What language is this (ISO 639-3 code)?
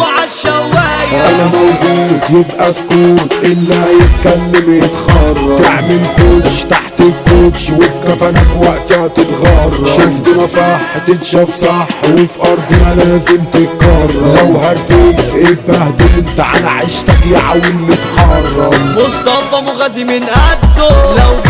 arz